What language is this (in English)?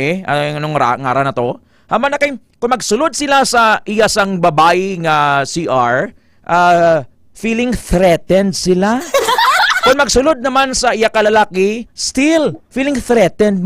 Hiligaynon